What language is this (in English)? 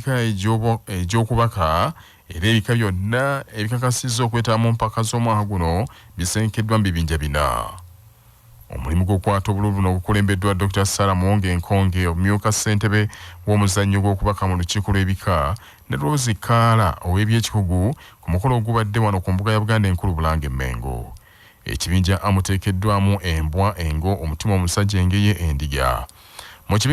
Ganda